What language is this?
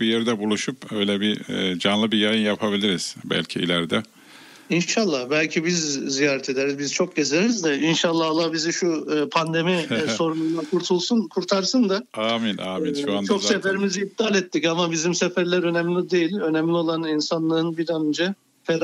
Turkish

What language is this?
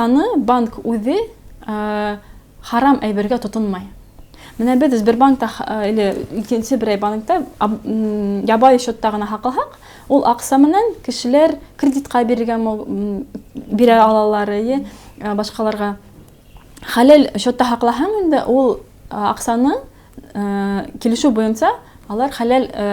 Bashkir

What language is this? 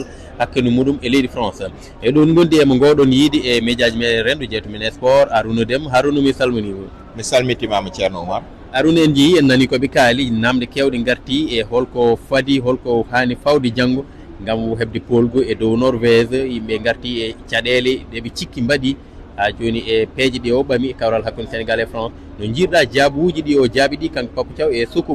Fula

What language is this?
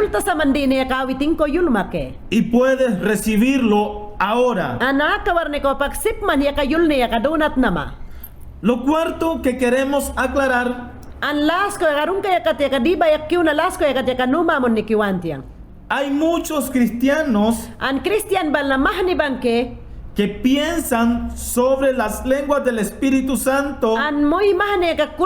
Mayangna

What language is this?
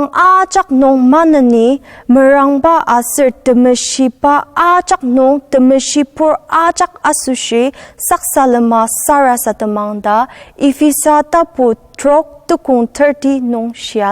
Ao Naga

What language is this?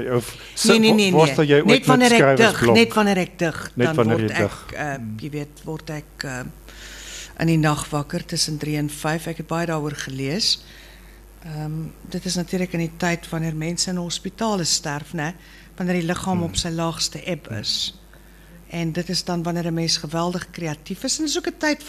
Afrikaans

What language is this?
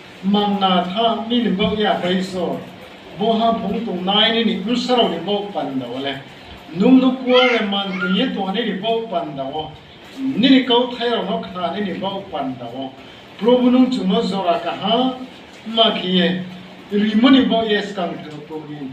Riang (India)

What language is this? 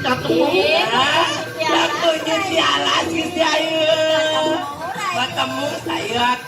Balinese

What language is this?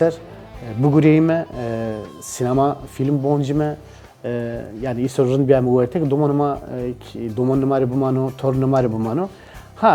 Zaza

